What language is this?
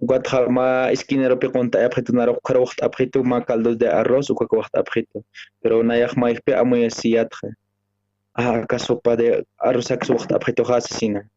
Aymara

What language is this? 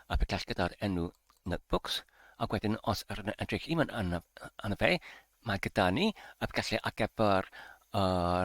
Welsh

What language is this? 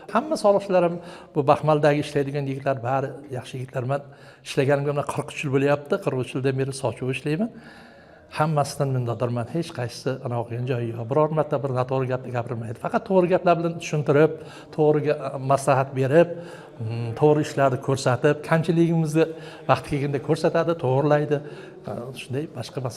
Uzbek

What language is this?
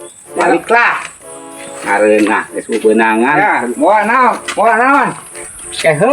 Sundanese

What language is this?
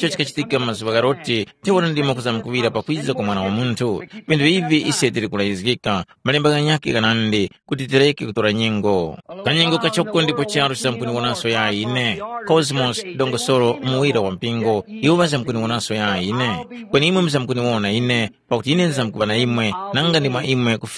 Tumbuka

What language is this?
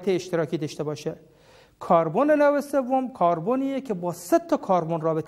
Persian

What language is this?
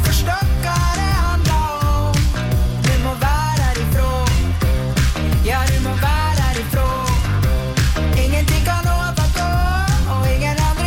Norwegian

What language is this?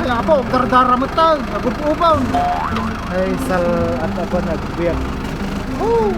Iloko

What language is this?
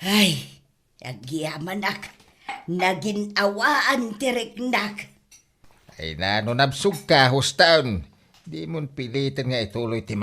Iloko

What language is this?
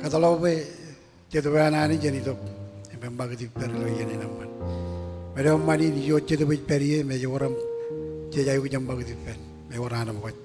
Marshallese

